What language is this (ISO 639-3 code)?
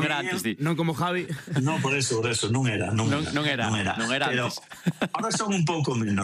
glg